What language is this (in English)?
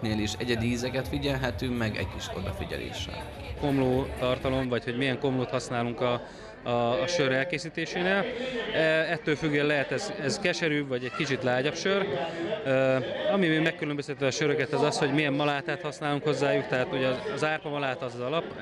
Hungarian